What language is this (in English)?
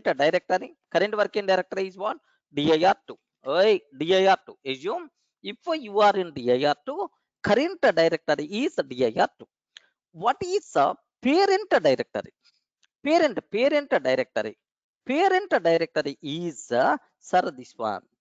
English